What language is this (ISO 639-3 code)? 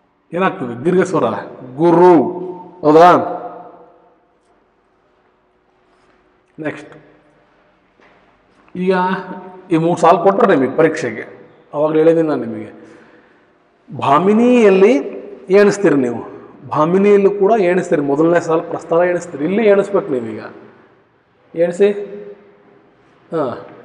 kan